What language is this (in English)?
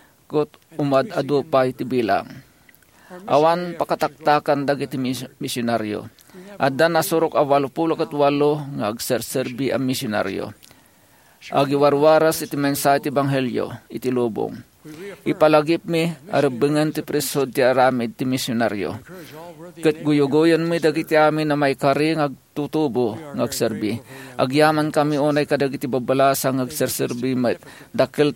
Iloko